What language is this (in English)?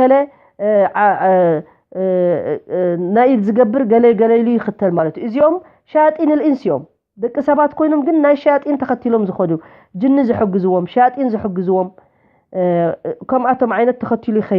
Tigrinya